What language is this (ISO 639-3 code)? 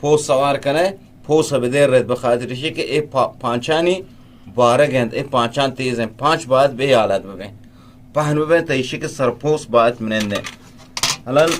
bgp